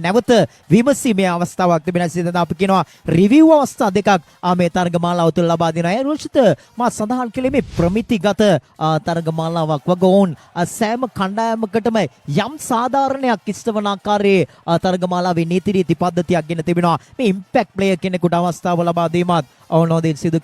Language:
Sinhala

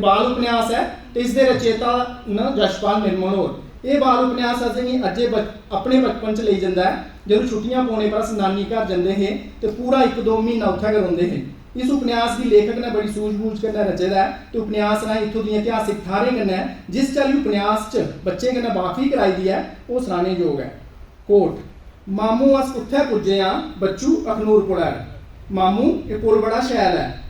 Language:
Dogri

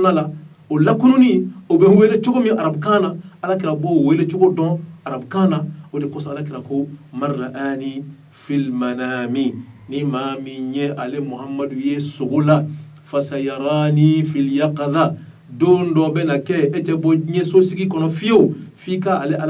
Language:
Bambara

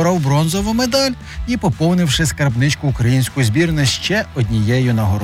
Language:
Ukrainian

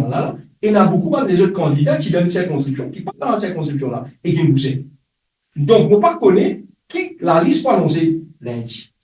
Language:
Morisyen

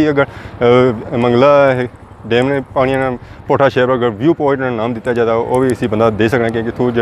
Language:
Pahari-Potwari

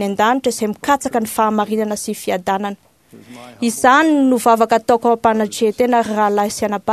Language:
Malagasy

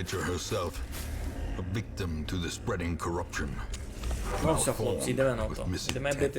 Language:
Rusyn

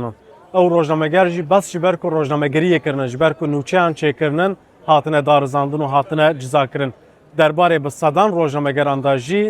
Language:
Kurdish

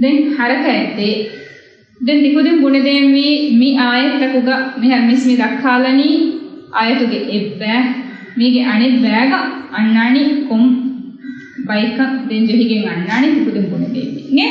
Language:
Divehi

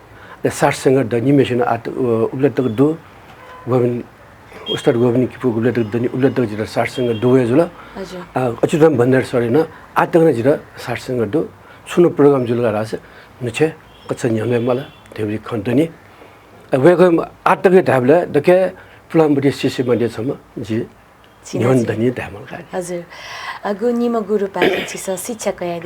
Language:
Newari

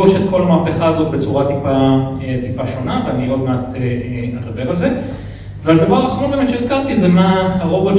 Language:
Hebrew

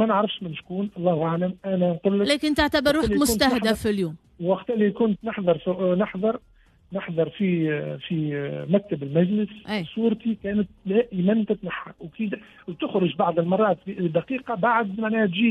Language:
Tunisian Arabic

